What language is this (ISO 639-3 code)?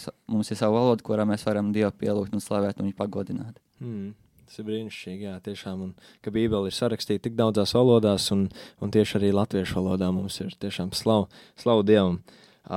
lav